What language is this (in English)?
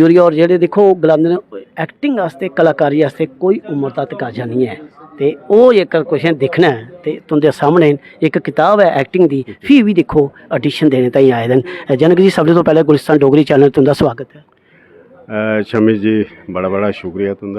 Dogri